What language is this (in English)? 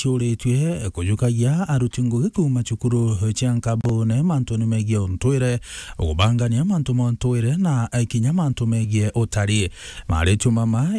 Meru